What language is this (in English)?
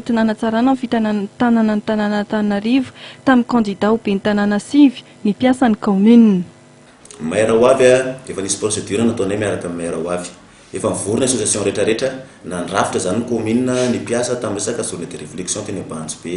Malagasy